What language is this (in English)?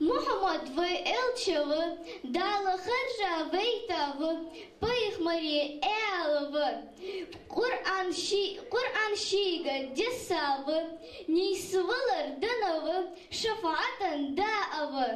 Ingush